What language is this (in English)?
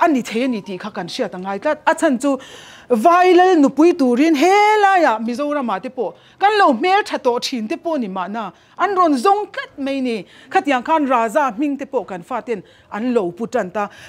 Mizo